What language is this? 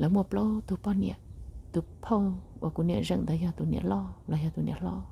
Hmong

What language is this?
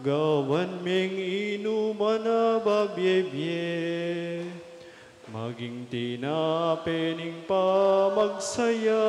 Pampanga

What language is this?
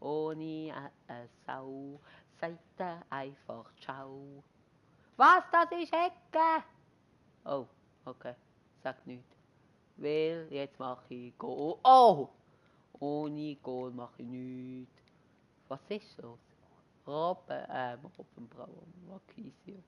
Swiss German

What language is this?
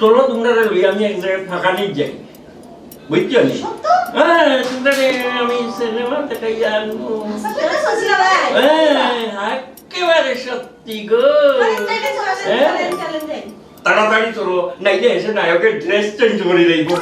Sylheti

